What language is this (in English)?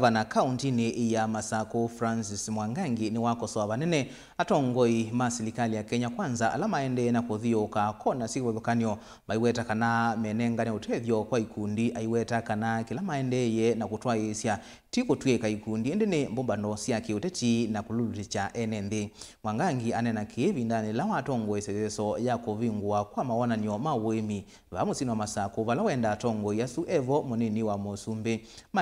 Kamba